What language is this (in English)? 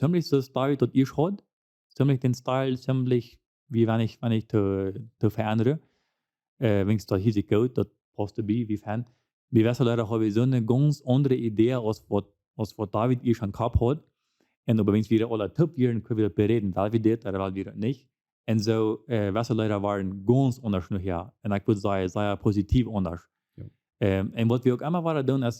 Plautdietsch